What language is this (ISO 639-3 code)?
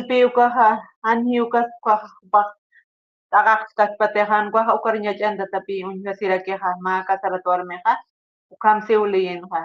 aym